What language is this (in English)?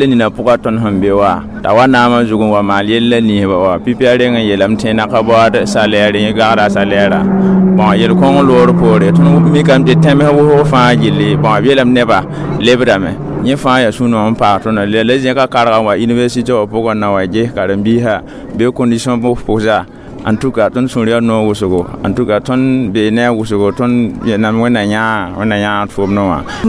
Mossi